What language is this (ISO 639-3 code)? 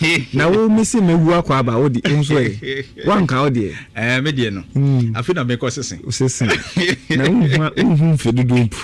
aka